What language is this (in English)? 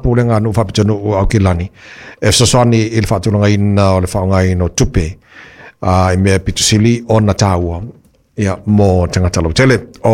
Samoan